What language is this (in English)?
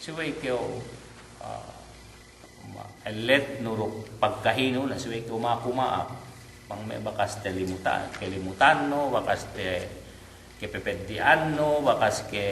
Yakan